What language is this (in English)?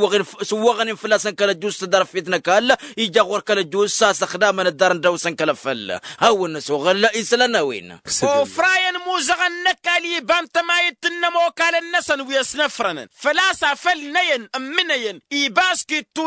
Tamasheq